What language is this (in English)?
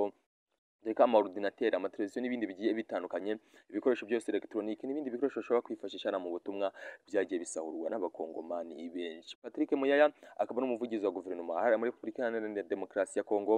Kinyarwanda